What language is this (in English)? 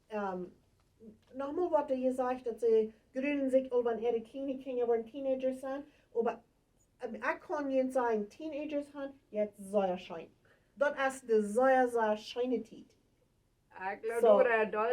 Plautdietsch